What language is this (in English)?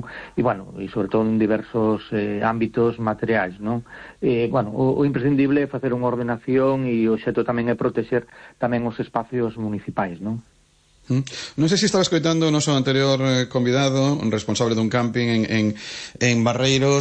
Galician